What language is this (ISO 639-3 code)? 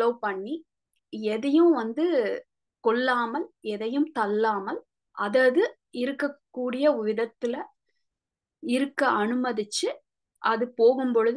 tam